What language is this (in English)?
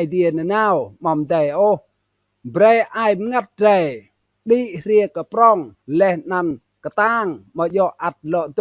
Rade